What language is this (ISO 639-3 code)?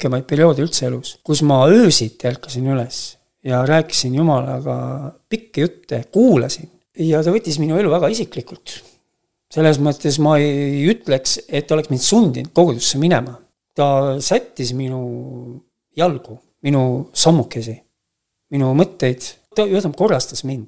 est